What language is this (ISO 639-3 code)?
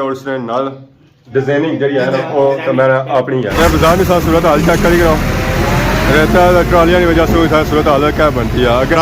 phr